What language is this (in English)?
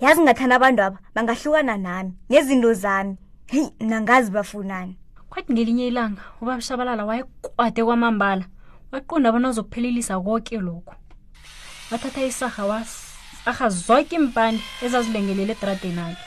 South Ndebele